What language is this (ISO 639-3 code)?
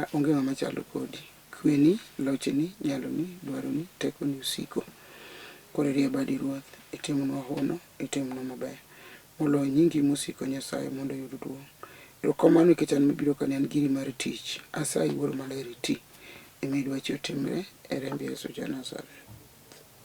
luo